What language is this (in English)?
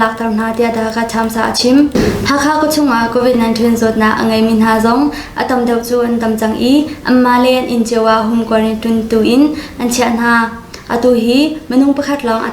Hakha Chin